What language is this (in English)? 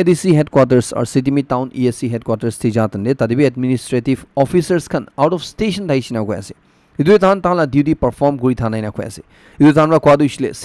Naga Pidgin